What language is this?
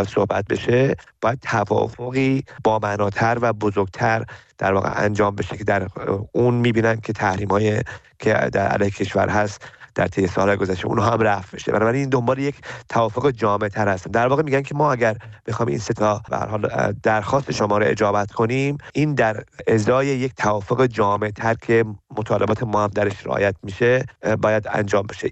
Persian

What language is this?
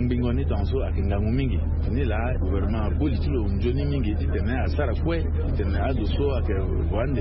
Sango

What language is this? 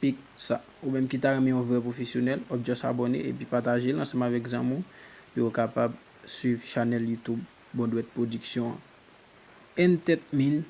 Haitian Creole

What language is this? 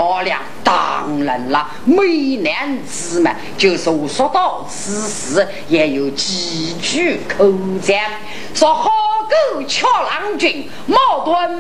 Chinese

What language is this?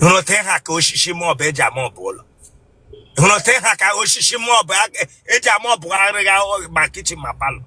Igbo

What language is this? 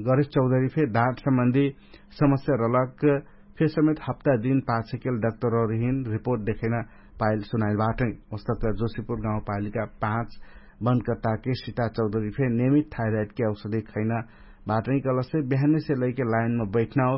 Dangaura Tharu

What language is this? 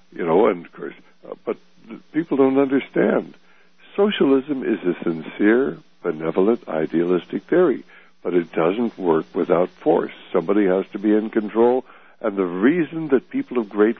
English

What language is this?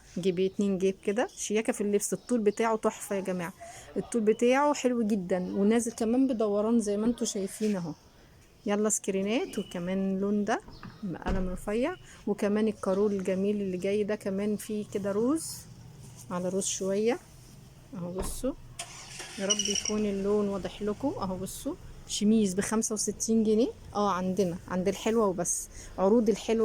Egyptian Arabic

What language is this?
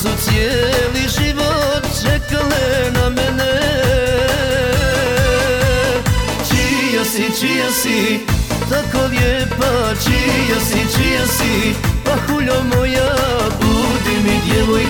Croatian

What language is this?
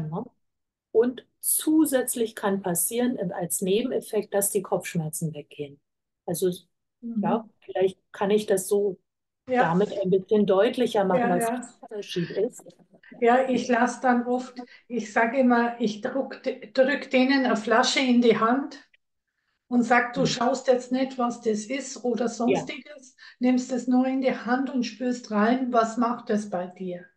German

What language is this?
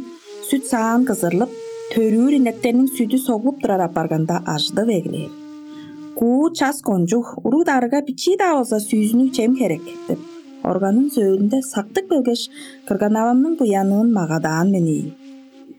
Tuvinian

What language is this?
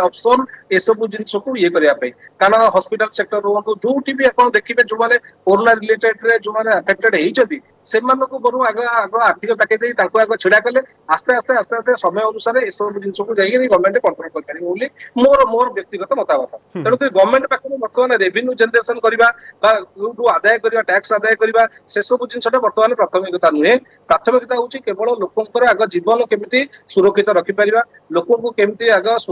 Odia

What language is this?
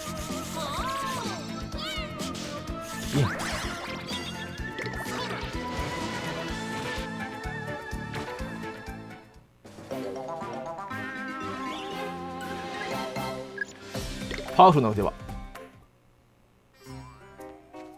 Japanese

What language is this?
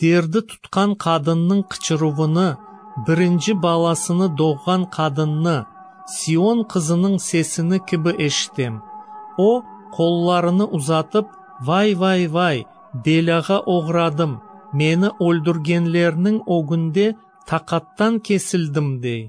Crimean Tatar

